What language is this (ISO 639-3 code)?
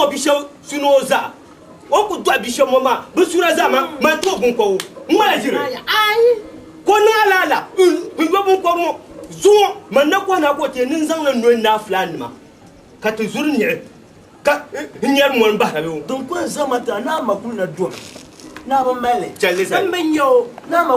dag